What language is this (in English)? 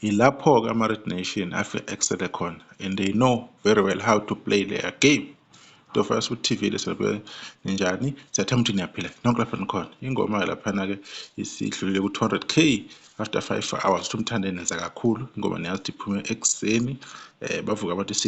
Zulu